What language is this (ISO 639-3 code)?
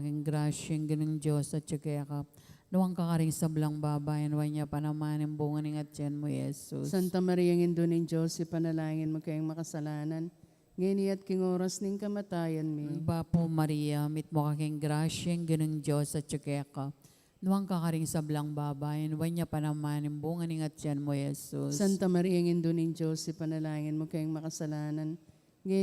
pam